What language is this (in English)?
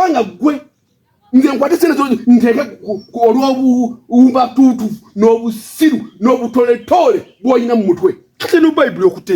Ganda